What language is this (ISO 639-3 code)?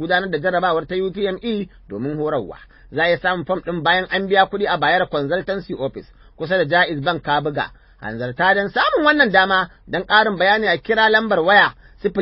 hau